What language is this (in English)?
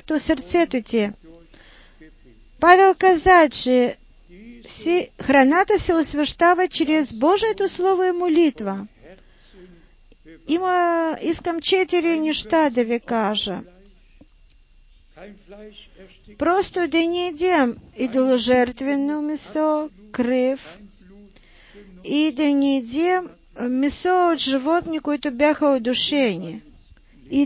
Bulgarian